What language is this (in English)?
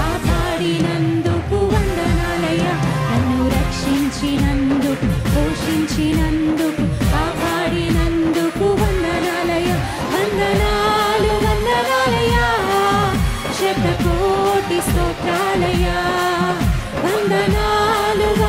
Telugu